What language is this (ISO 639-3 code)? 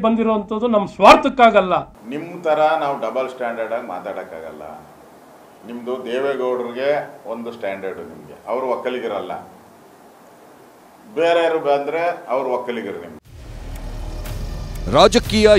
kan